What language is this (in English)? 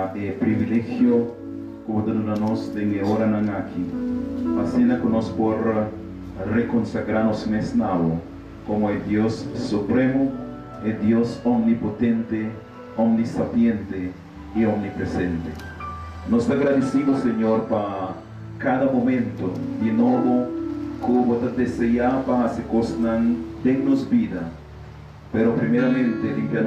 Papiamento